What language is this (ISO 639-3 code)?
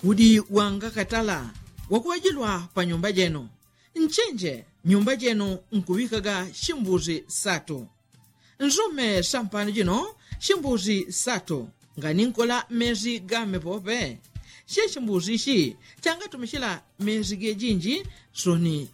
yao